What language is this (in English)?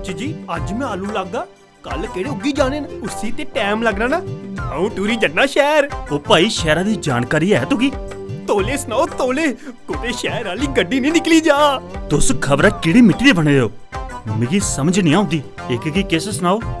Dogri